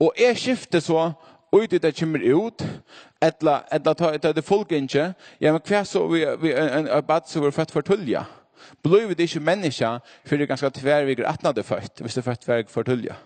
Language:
Faroese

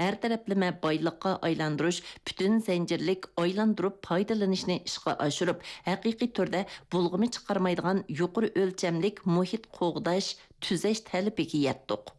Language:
Uyghur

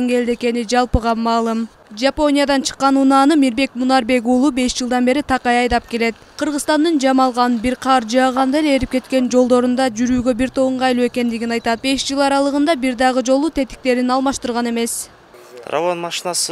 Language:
Kyrgyz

